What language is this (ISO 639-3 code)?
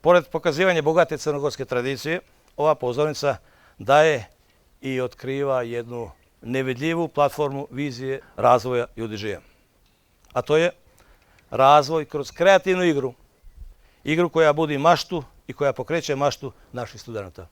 bos